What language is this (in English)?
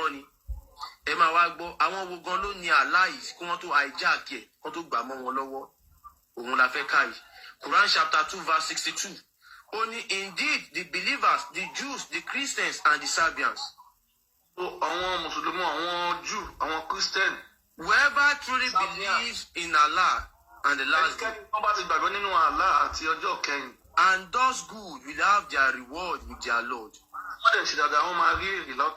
Yoruba